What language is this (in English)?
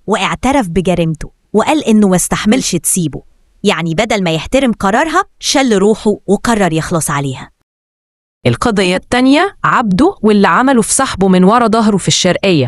Egyptian Arabic